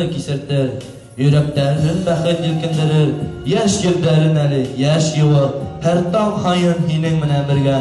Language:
Bashkir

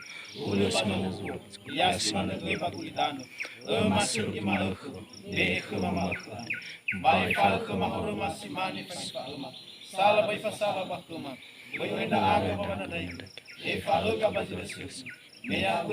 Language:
Nias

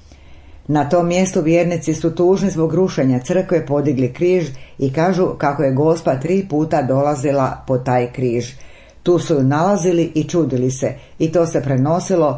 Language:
Croatian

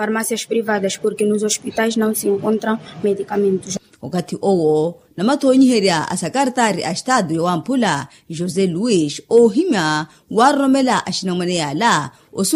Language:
Makhuwa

